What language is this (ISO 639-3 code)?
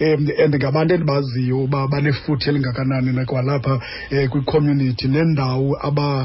xho